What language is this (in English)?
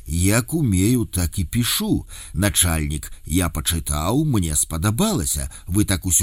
Belarusian